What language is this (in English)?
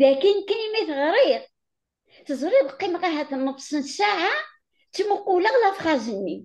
Kabyle